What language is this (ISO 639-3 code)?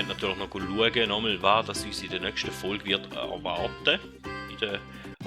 gsw